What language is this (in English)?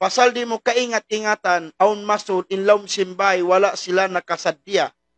Tausug